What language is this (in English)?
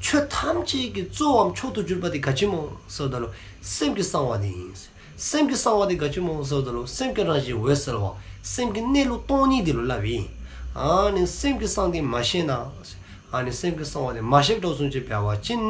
Dzongkha